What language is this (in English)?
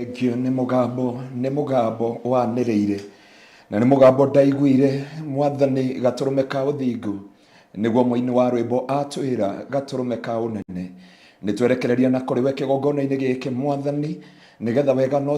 Kikuyu